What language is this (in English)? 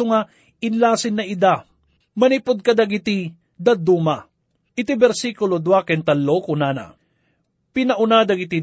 Iloko